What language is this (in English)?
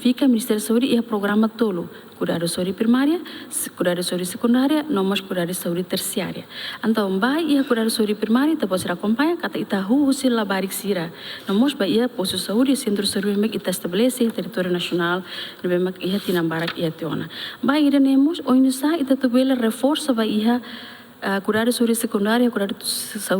Tetum